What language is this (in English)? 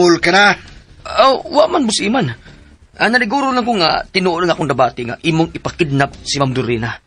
Cebuano